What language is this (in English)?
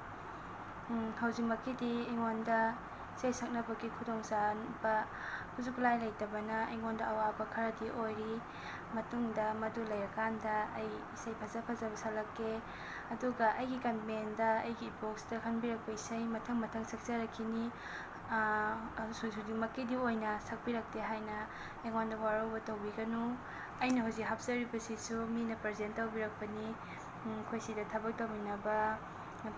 Manipuri